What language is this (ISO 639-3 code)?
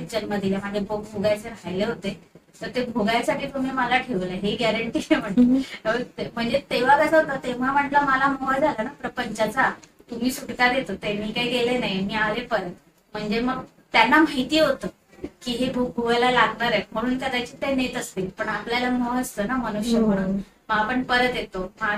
mar